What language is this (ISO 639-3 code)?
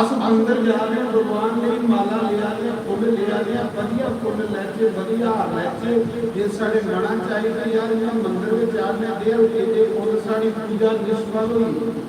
doi